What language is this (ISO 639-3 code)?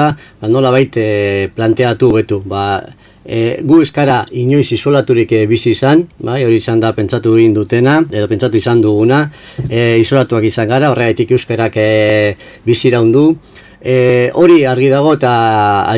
eus